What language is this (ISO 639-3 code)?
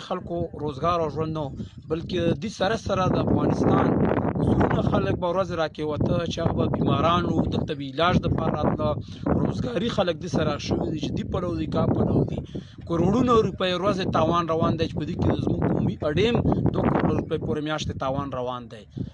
pus